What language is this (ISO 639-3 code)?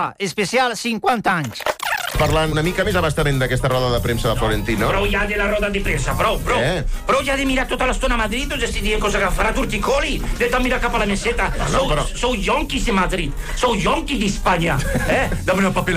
cat